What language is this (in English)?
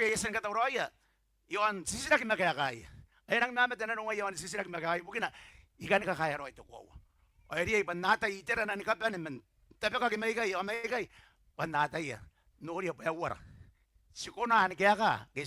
Gilbertese